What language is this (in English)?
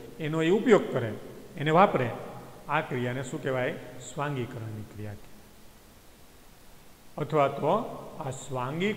Gujarati